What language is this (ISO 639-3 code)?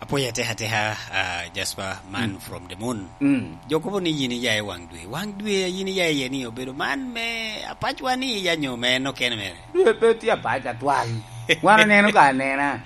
laj